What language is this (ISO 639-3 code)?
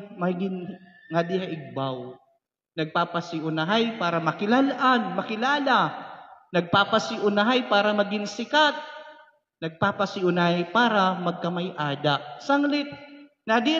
war